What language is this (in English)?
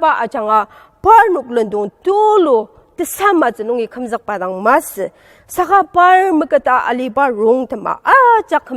Ao Naga